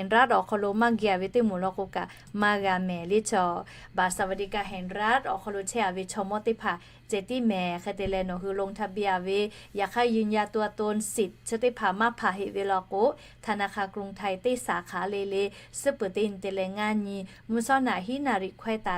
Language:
Lahu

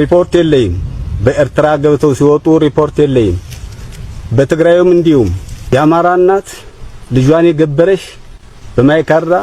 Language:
Amharic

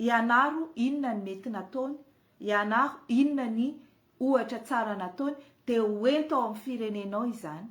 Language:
Malagasy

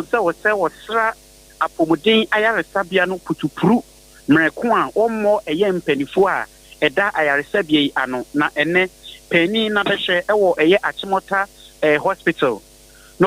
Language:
Akan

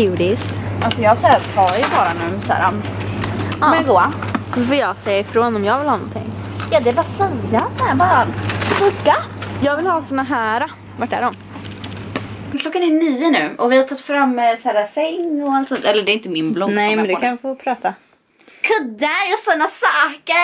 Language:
Swedish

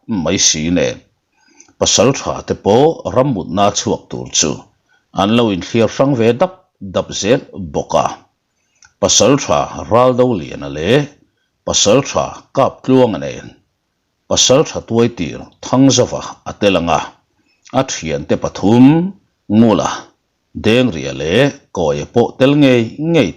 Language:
Mizo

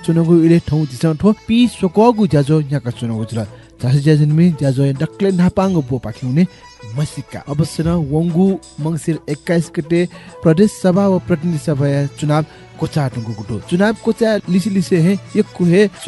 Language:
Newari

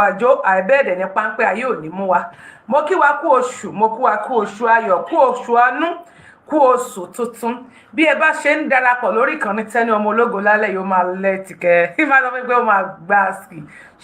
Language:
Yoruba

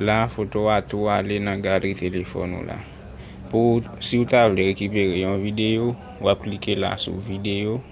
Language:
Haitian Creole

